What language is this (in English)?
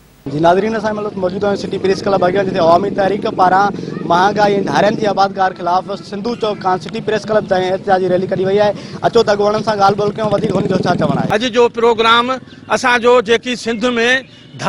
Sindhi